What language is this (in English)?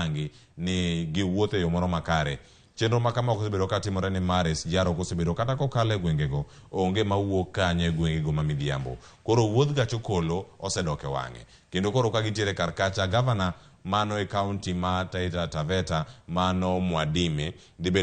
Luo (Kenya and Tanzania)